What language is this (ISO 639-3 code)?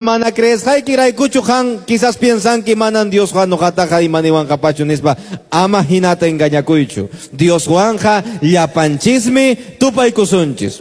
que